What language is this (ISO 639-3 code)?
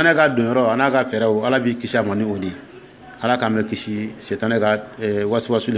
dyu